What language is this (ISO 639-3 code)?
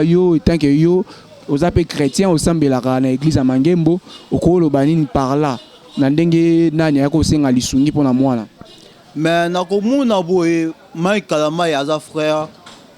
lin